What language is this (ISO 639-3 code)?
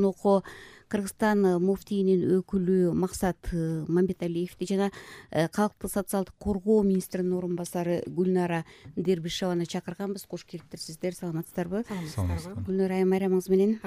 kir